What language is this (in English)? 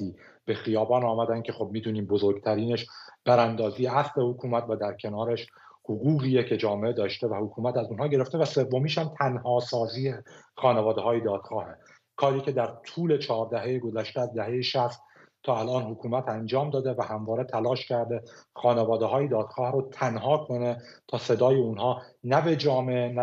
Persian